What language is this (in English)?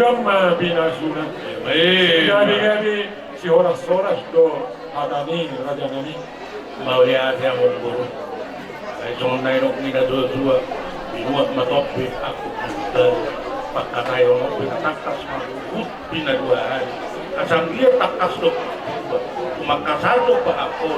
Batak Toba